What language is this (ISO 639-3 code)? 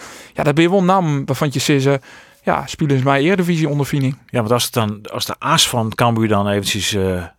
fry